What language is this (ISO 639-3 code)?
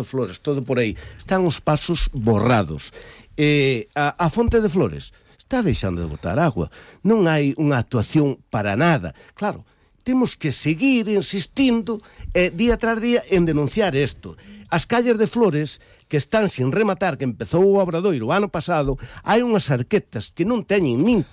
glg